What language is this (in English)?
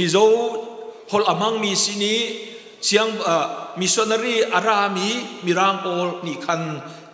Hakha Chin